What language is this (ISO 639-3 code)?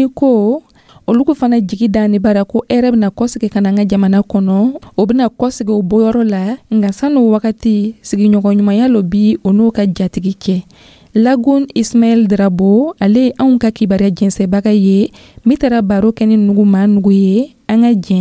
dyu